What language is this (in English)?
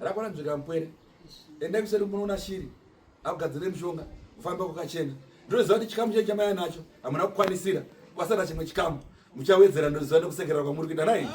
Shona